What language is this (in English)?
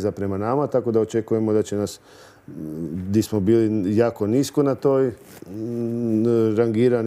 Croatian